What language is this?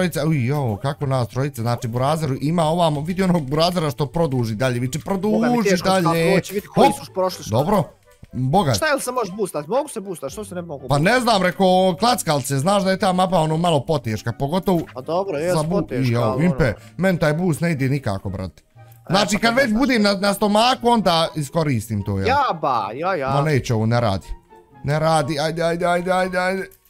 Bosnian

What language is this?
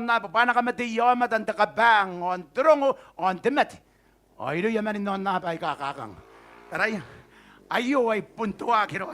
Gilbertese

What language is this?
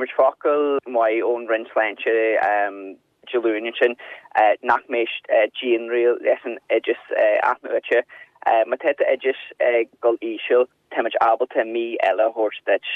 Irish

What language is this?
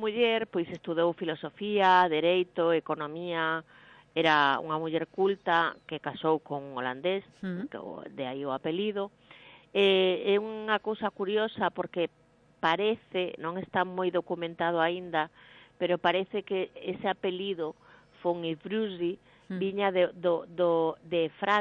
Galician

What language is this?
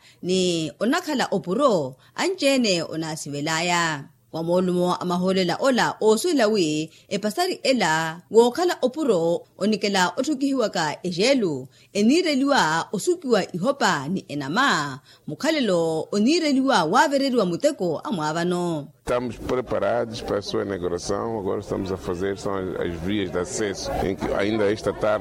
Makhuwa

